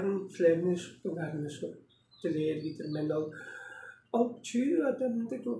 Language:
Tuvinian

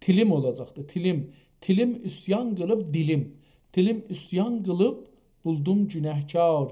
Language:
South Azerbaijani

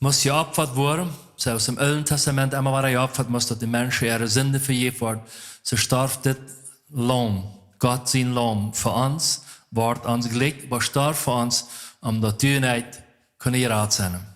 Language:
Plautdietsch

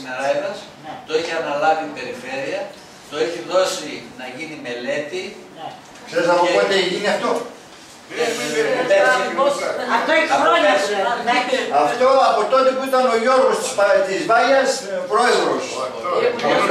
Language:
Greek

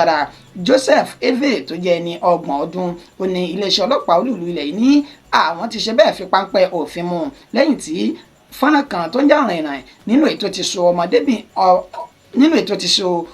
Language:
Yoruba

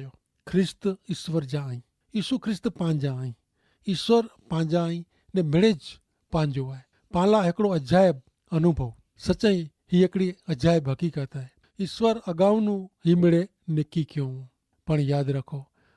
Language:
Kachhi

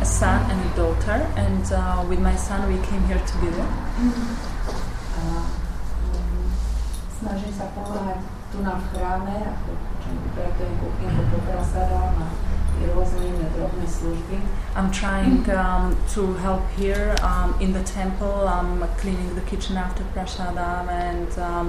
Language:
Slovak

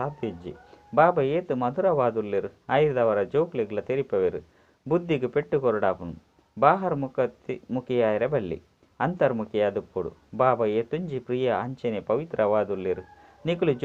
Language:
Tulu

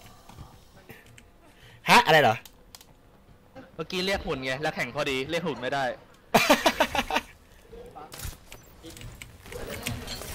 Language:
Thai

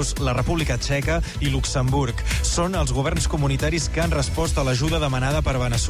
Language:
Catalan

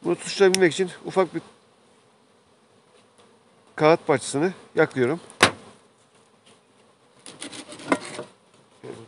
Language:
Turkish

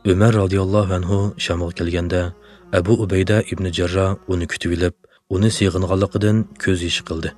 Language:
Uyghur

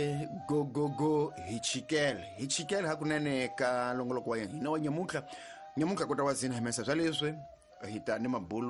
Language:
Tsonga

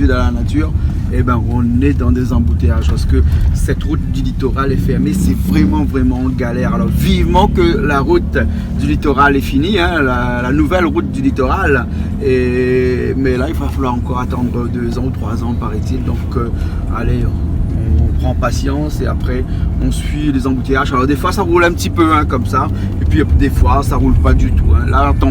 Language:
Réunion Creole French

